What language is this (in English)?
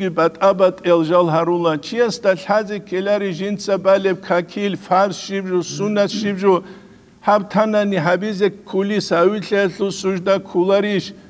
Avaric